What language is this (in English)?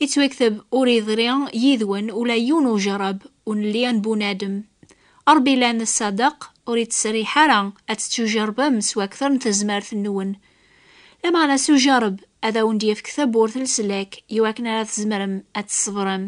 Kabyle